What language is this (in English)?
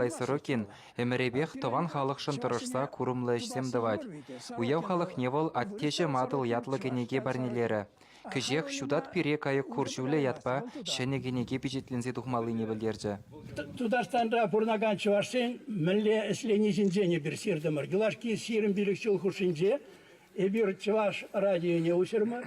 Chuvash